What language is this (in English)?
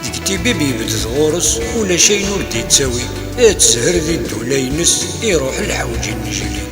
Kabyle